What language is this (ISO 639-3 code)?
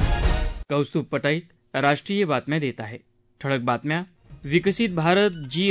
mar